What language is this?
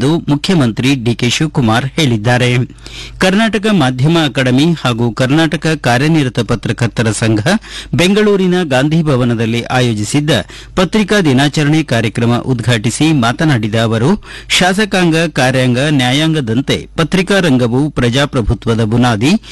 Kannada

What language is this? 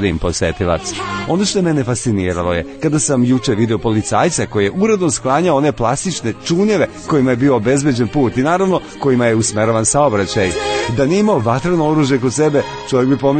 Serbian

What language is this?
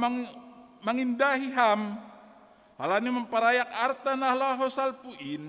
Batak Simalungun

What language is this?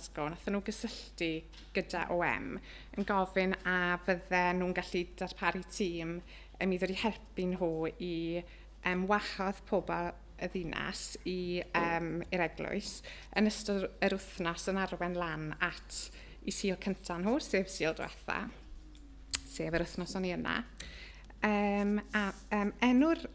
Welsh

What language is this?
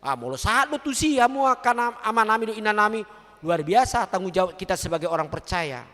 Batak Toba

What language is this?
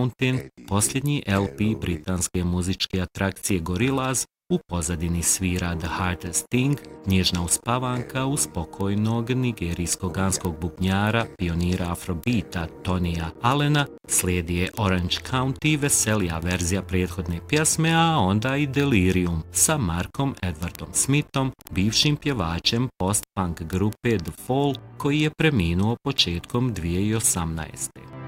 Bosnian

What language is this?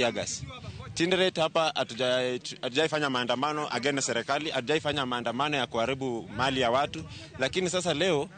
Luo (Kenya and Tanzania)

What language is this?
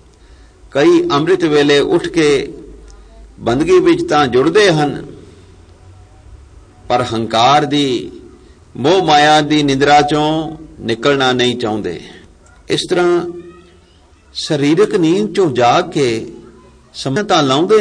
Punjabi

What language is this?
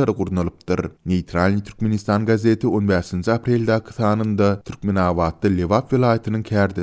Turkmen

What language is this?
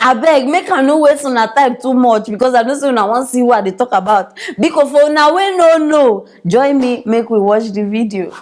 Nigerian Pidgin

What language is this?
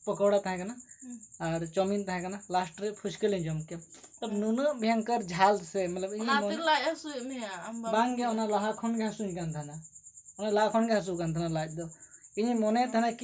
Santali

